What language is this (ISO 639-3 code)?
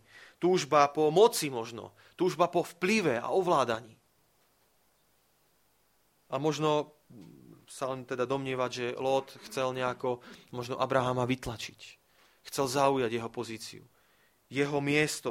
slk